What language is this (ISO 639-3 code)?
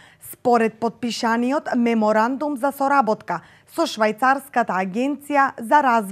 mkd